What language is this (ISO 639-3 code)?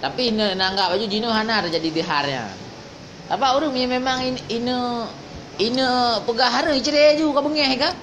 ace